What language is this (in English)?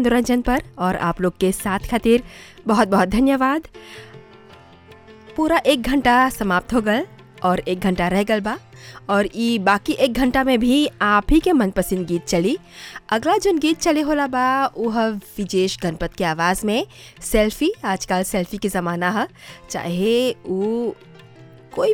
Bhojpuri